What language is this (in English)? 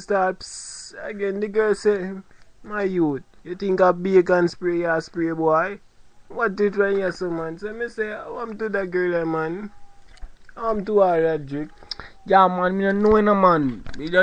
Jamaican Creole English